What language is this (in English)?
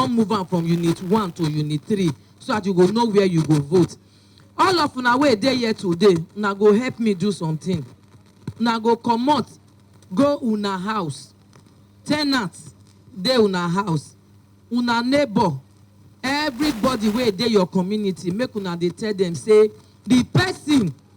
Nigerian Pidgin